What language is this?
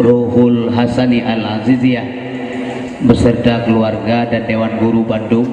Achinese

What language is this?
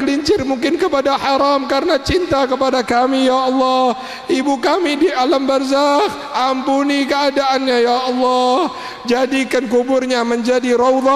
Indonesian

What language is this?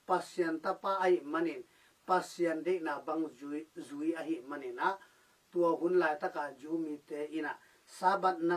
Tedim Chin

